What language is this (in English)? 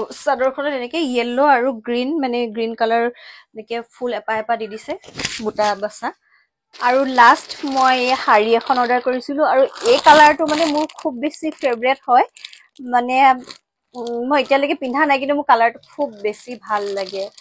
Assamese